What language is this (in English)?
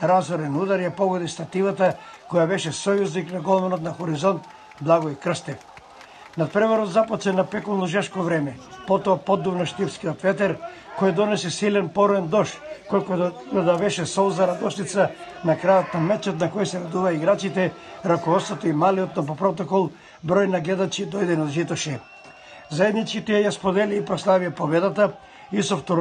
Macedonian